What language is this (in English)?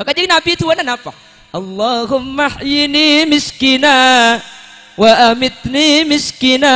Madurese